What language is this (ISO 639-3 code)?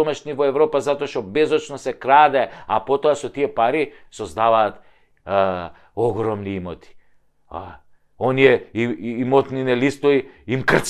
mkd